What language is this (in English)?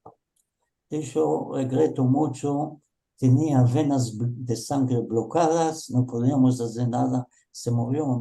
Ladino